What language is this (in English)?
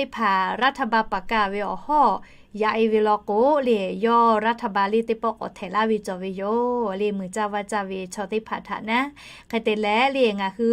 Lahu